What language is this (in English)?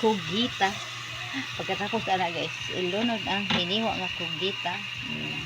Cebuano